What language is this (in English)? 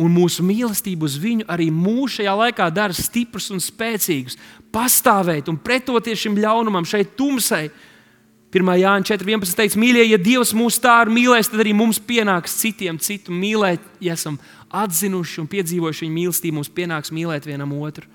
Latvian